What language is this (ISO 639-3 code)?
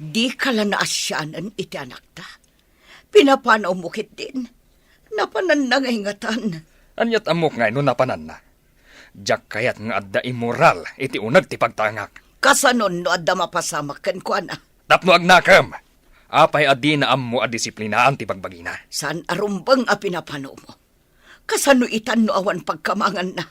ilo